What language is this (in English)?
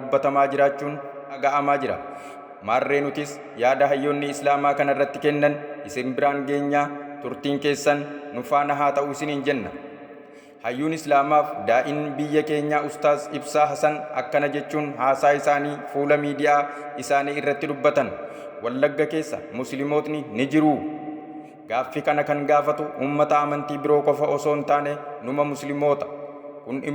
Oromo